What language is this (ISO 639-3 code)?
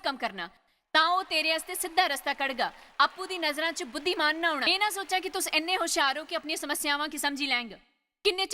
doi